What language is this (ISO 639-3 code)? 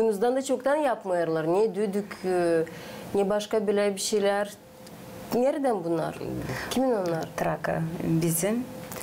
gag